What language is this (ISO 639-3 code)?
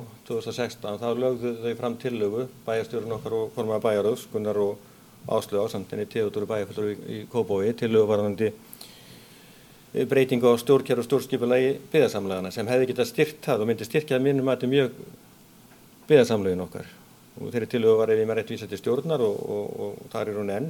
isl